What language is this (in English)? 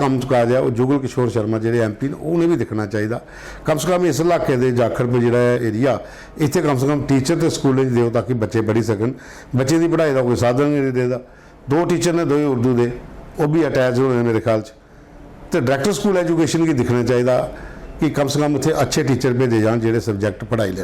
Dogri